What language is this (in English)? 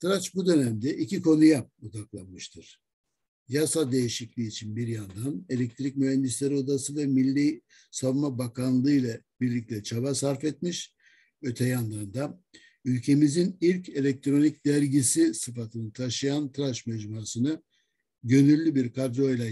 Turkish